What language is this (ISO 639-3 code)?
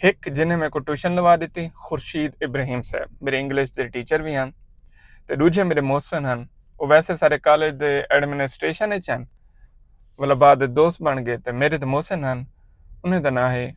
skr